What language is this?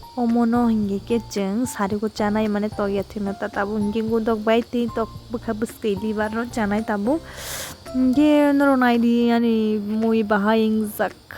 Kok Borok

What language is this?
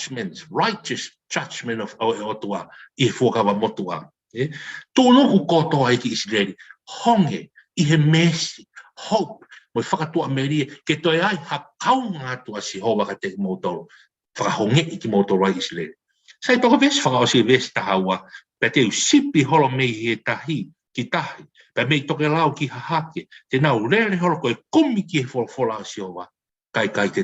Tongan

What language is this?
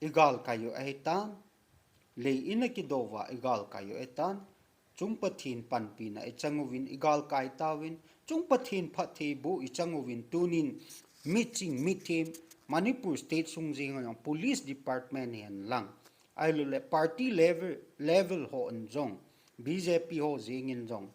Thado Chin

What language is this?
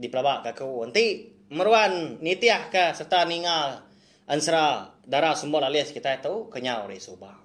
Iban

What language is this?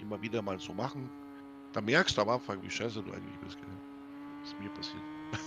Bavarian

